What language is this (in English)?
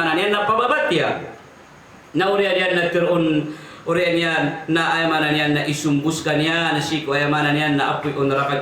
Maranao